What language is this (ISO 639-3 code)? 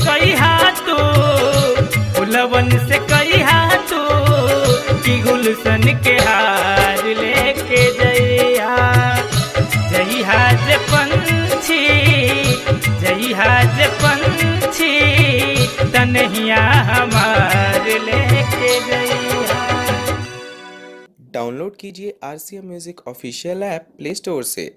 bho